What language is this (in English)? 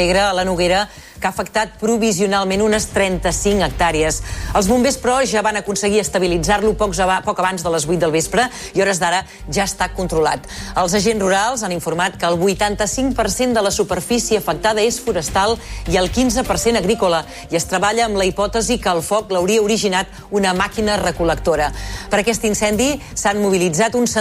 Catalan